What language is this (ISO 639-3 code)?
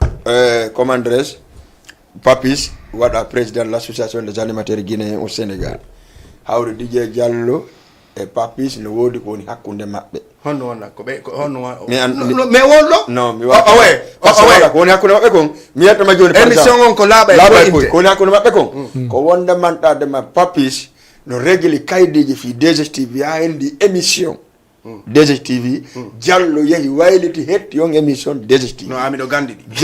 ful